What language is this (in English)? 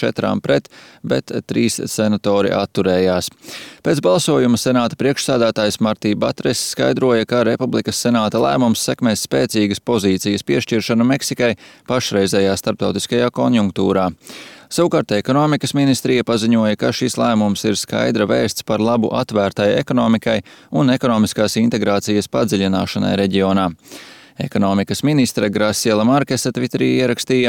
Latvian